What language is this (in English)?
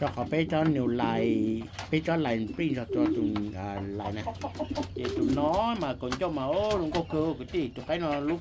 Hmong